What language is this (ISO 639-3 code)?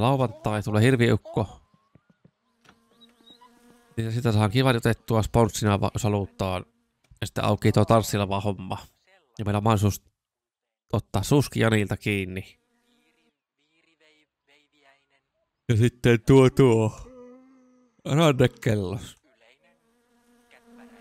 fin